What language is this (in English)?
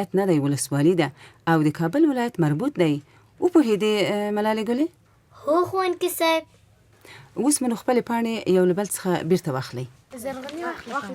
Pashto